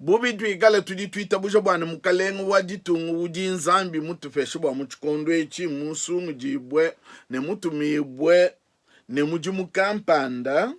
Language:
Luba-Lulua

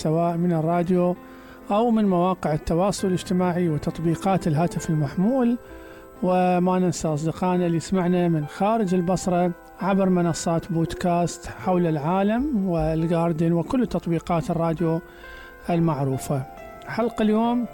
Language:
Mesopotamian Arabic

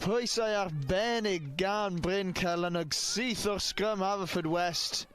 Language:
Welsh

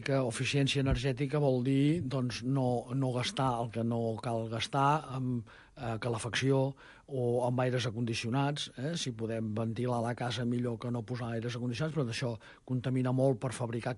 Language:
Catalan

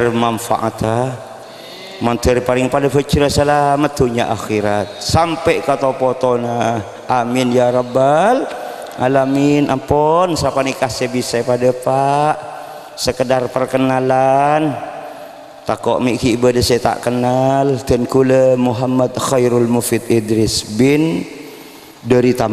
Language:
Madurese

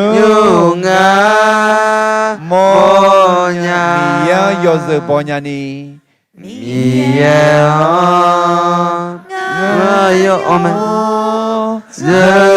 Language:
Akha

